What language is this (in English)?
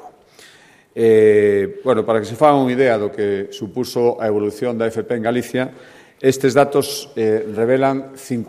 Galician